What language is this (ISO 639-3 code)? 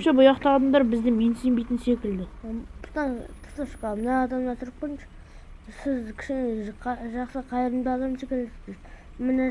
kaz